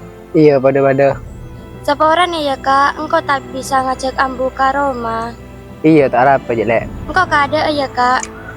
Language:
Madurese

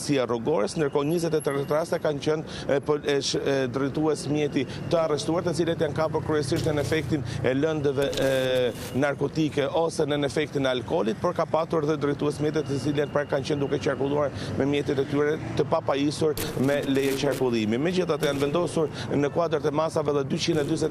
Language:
Albanian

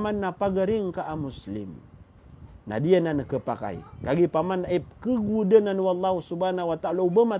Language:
Maranao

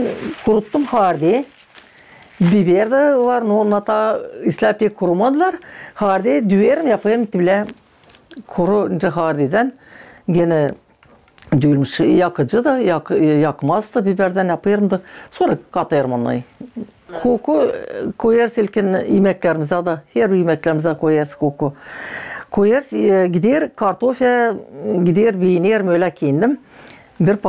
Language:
Gagauz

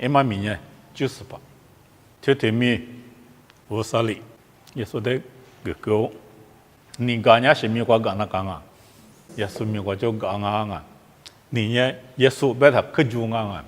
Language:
Lisu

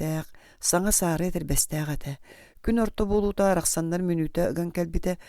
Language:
Yakut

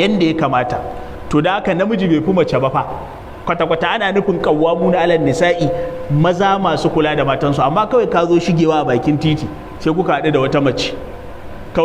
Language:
Hausa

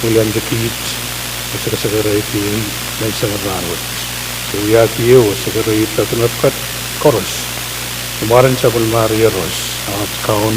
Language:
Pohnpeian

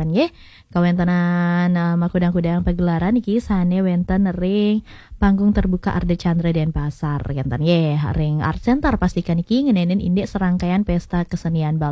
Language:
Balinese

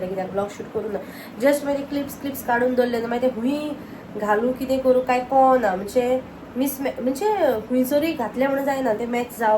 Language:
Konkani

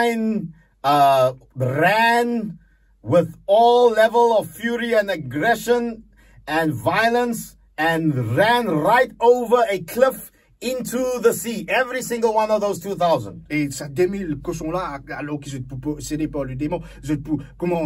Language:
Morisyen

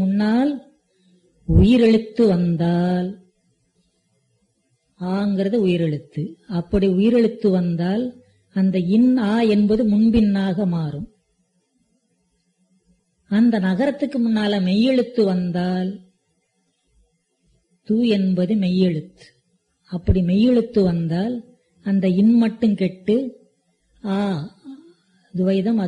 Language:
Tamil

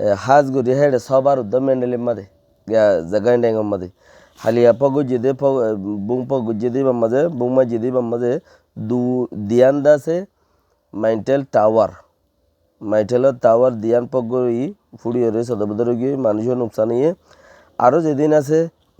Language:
Rohingya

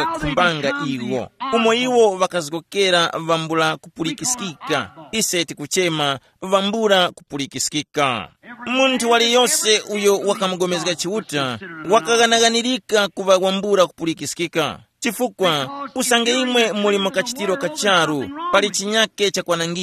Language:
Tumbuka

